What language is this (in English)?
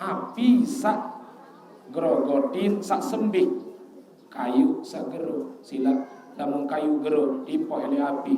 Sasak